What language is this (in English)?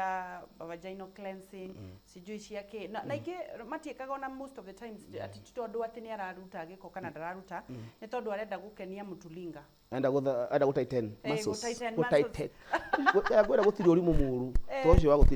Kikuyu